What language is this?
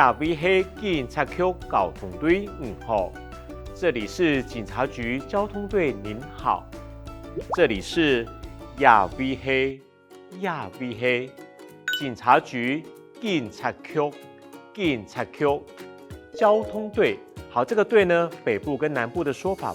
Hakka Chinese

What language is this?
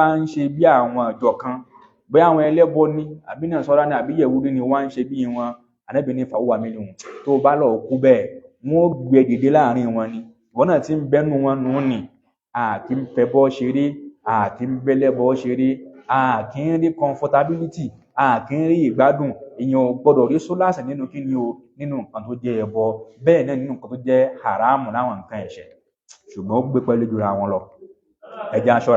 Yoruba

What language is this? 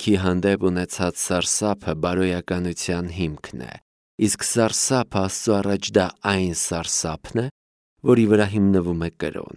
Armenian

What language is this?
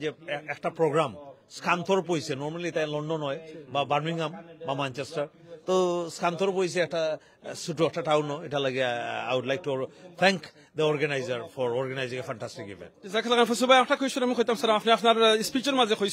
Sylheti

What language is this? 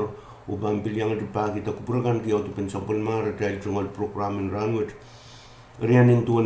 Pohnpeian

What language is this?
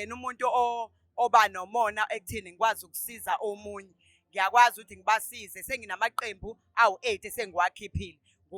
Zulu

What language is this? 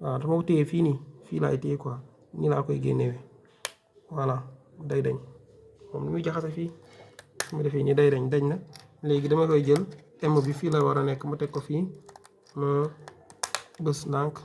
Wolof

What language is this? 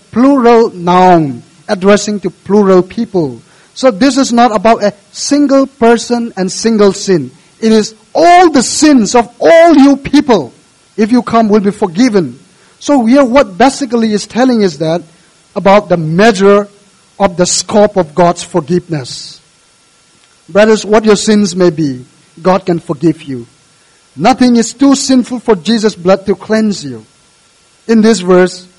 English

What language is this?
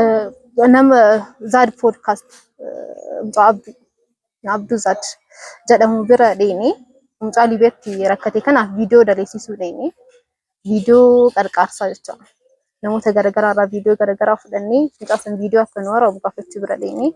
Oromo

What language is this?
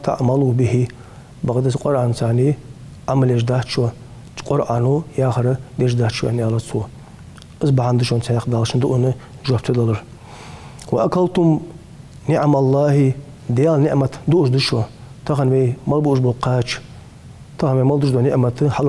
Ingush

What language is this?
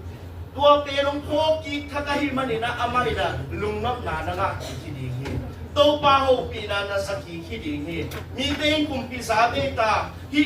Tedim Chin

